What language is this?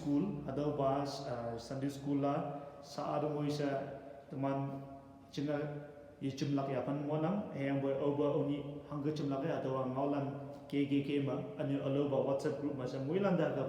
Konyak Naga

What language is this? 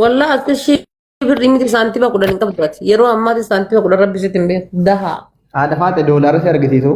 Oromo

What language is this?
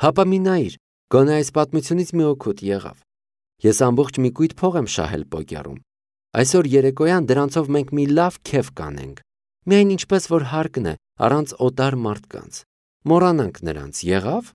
Armenian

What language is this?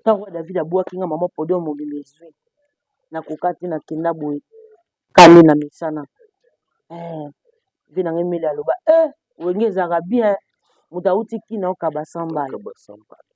Lingala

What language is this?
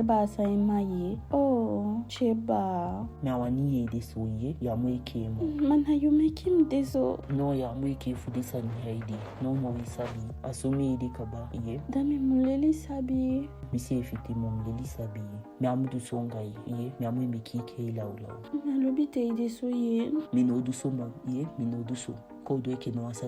Eastern Maroon Creole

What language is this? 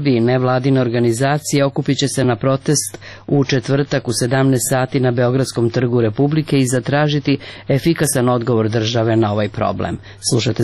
Serbian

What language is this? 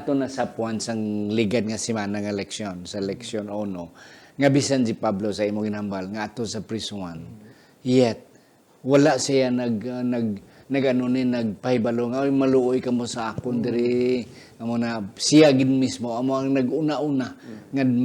Hiligaynon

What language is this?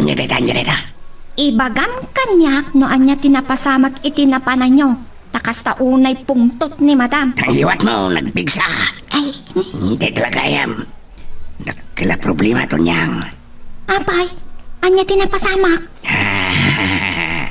Iloko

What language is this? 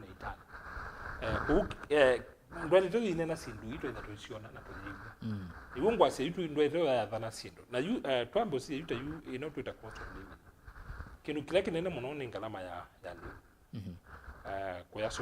Kamba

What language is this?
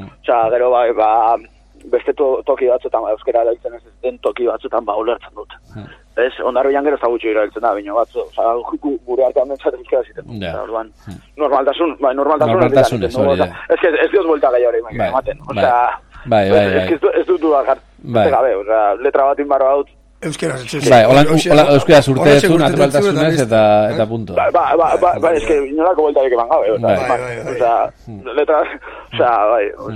Basque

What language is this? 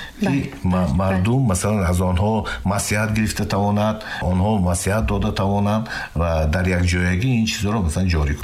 Tajik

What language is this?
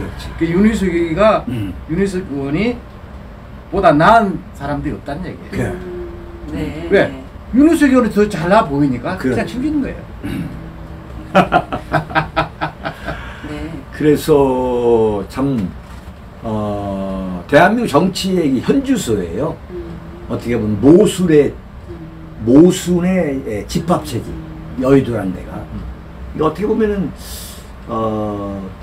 Korean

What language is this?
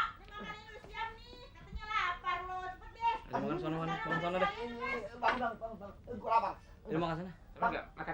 Betawi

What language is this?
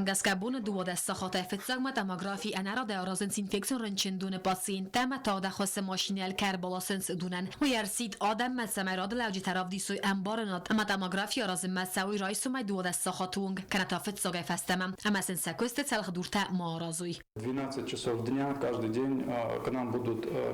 Ossetic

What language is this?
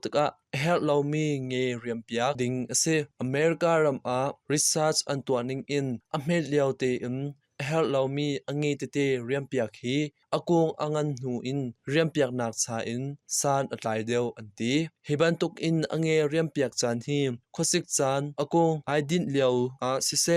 Hakha Chin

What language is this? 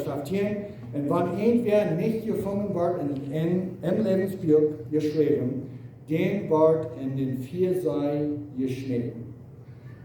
Plautdietsch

